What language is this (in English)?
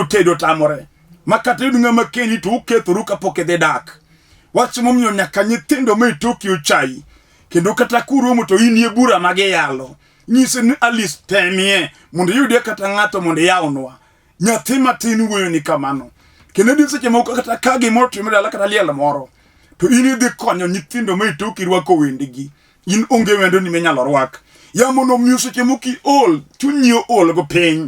Luo (Kenya and Tanzania)